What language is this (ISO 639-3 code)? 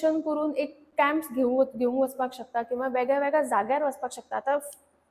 kok